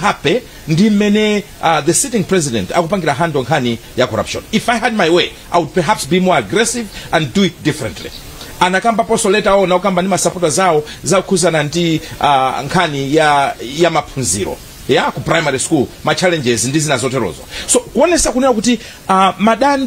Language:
Nyanja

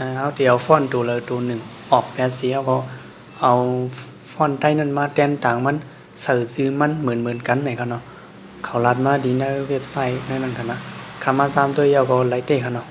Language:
Shan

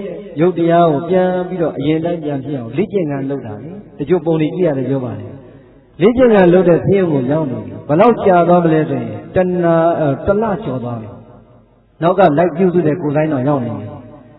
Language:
Burmese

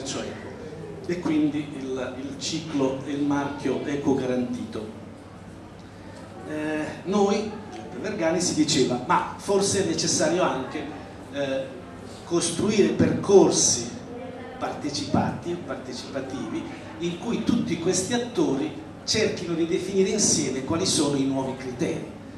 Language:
Italian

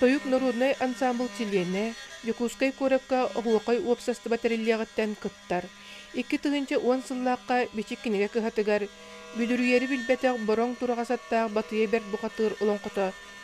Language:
Yakut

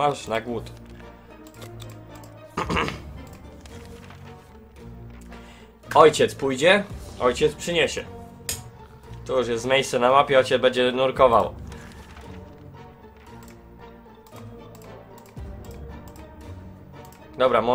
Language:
Polish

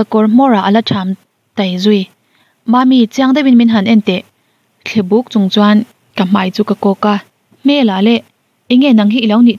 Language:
Mizo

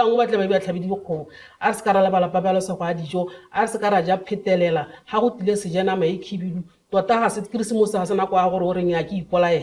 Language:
Tswana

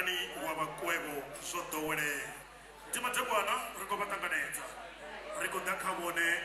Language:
Venda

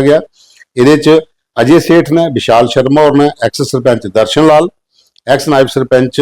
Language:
Dogri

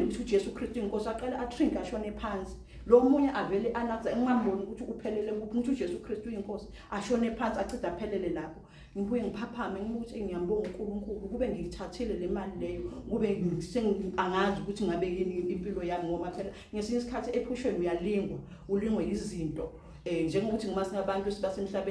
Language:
Zulu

